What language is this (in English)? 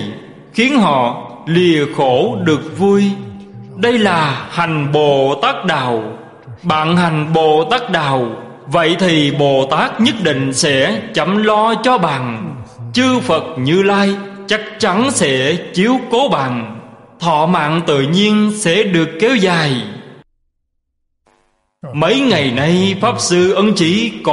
Vietnamese